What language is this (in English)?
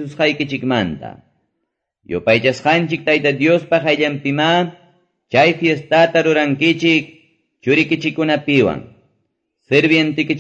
Quechua